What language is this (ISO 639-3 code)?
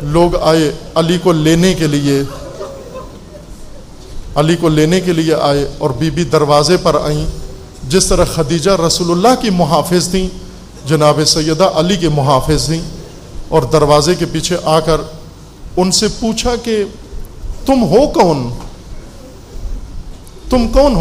urd